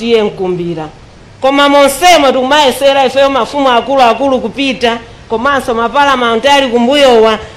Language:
Nyanja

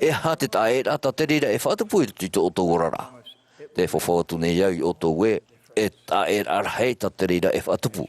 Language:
Tahitian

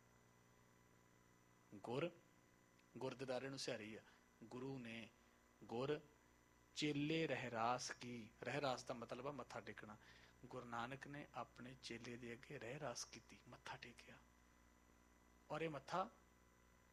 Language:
Punjabi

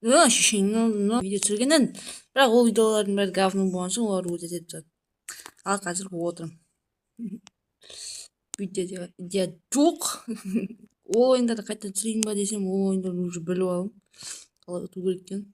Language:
Kazakh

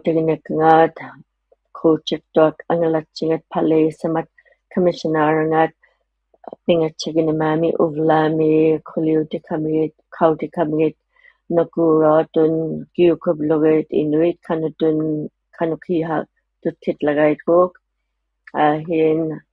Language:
Inuktitut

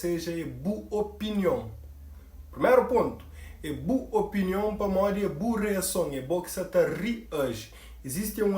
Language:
Kabuverdianu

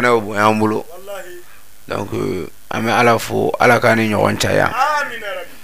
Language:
Bambara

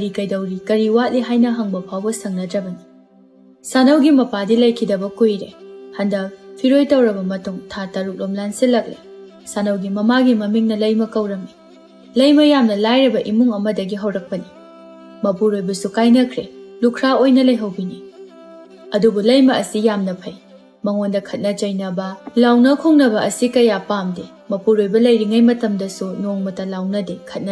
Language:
Manipuri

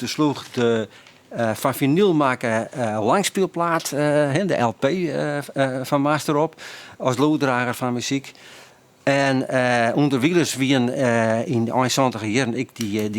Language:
Western Frisian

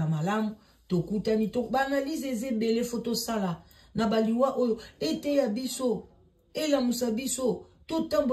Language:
Lingala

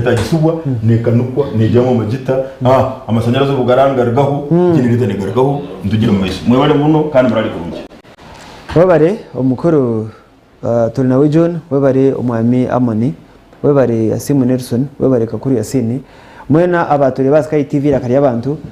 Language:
Nyankole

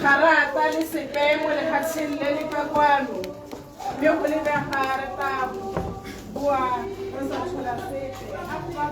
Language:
Tswana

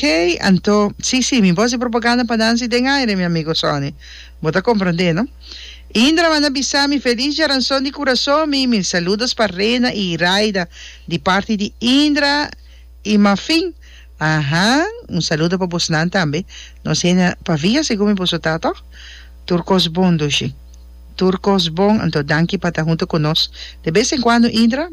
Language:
Papiamento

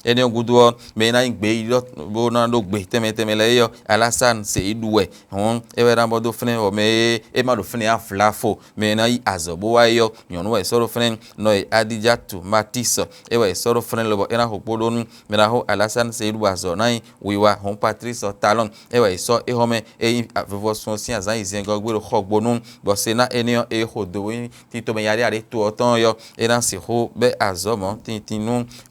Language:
Fon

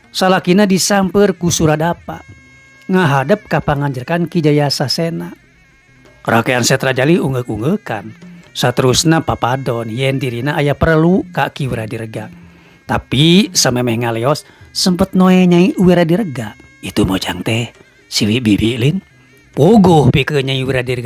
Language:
Sundanese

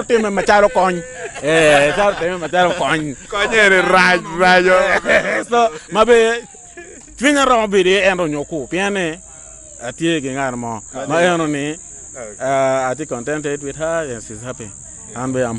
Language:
Acoli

